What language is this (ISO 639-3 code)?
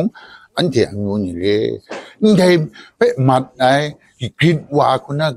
kac